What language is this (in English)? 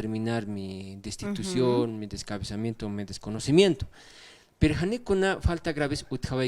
Aymara